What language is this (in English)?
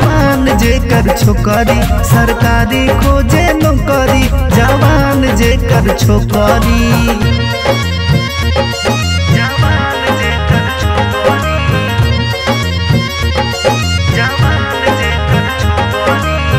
Bhojpuri